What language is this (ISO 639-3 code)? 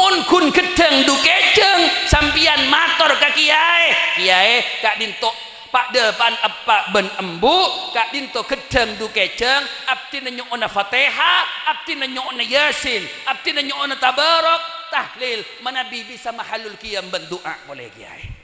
mad